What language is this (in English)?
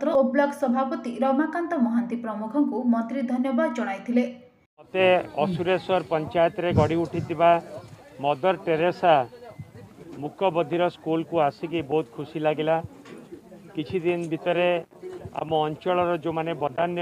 Odia